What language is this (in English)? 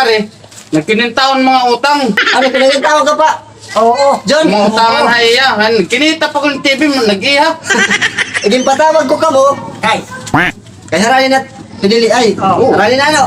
Waray